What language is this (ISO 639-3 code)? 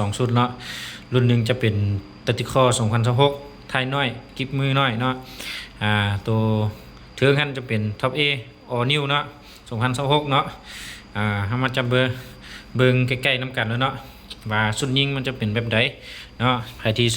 lao